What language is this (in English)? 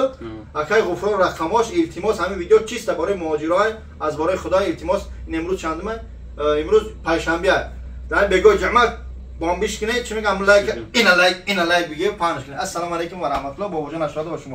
Tajik